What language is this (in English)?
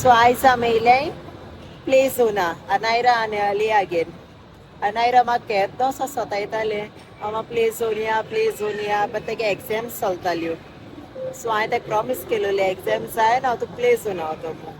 Konkani